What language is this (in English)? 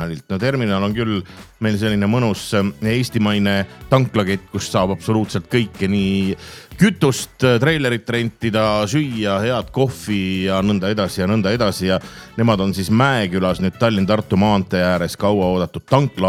Estonian